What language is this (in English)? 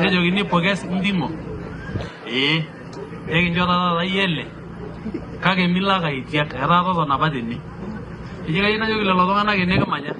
Masai